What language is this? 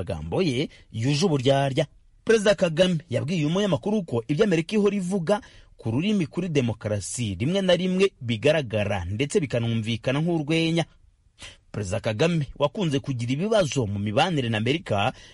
Kinyarwanda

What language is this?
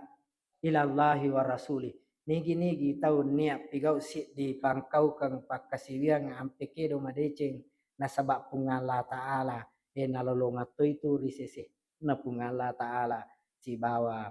Buginese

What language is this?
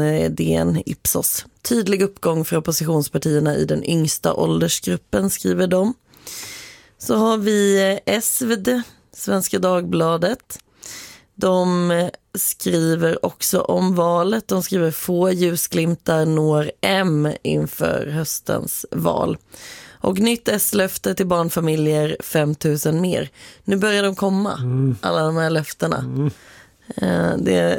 Swedish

